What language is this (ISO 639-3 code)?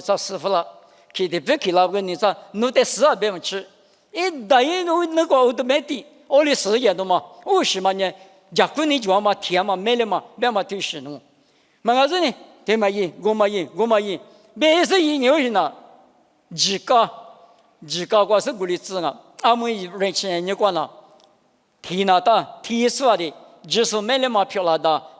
lis